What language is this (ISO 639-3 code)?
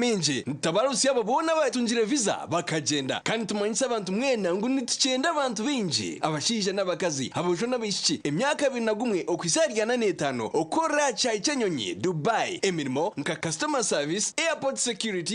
nyn